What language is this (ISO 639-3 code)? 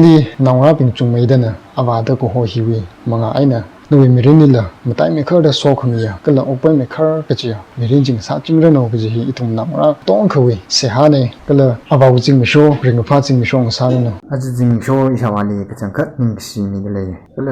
nmf